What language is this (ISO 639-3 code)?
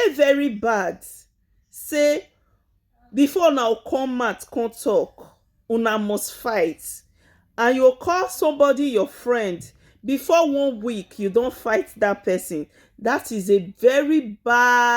pcm